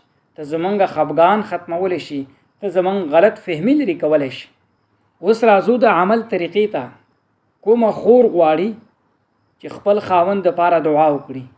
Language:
Pashto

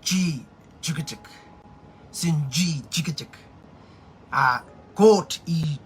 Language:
Pohnpeian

